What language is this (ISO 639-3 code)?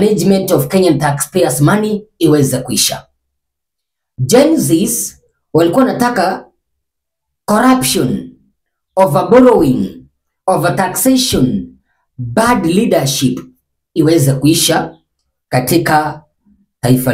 swa